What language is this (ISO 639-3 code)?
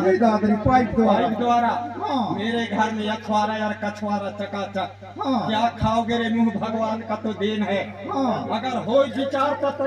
hne